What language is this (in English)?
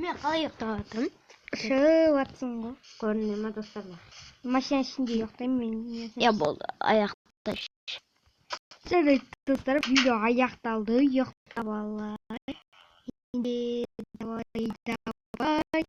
Kazakh